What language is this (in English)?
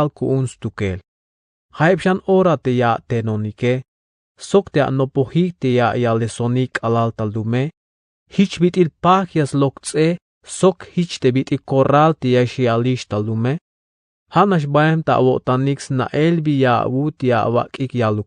Tzeltal